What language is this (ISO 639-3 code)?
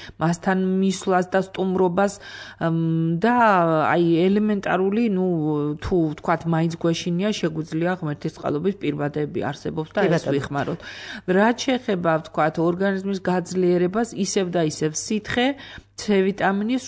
kat